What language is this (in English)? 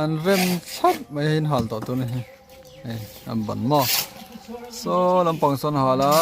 Mizo